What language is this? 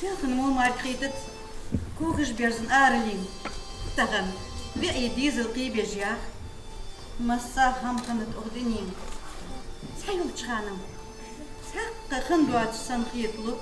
Ingush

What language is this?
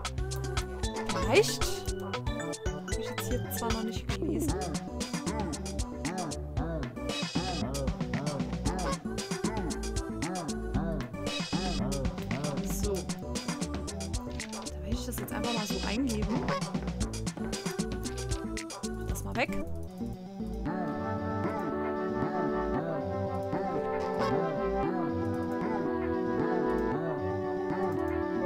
German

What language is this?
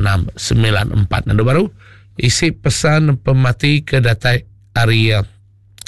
Iban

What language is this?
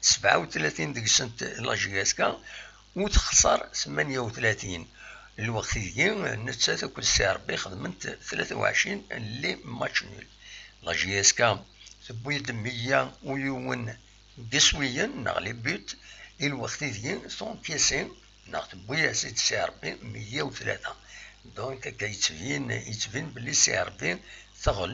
Kabyle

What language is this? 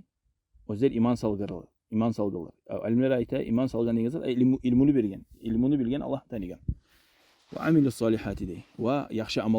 Kumyk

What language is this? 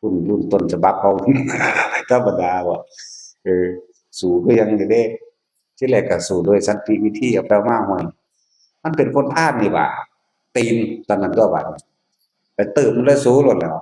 Northeastern Thai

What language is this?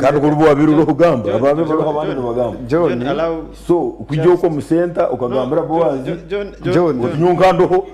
Nyankole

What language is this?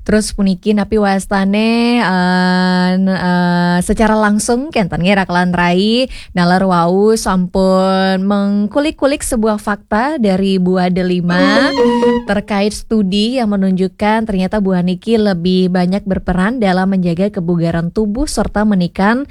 Balinese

